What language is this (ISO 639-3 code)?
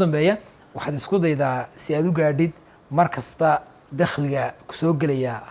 som